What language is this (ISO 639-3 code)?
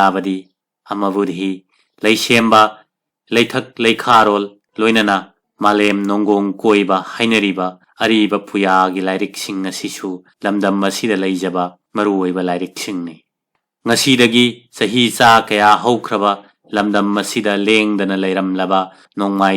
mni